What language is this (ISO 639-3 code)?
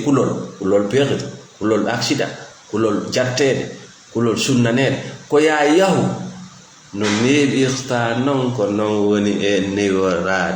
ful